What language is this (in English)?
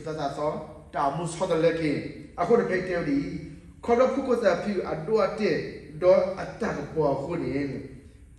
S'gaw Karen